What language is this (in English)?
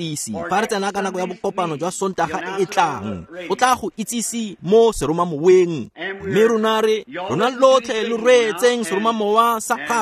Tswana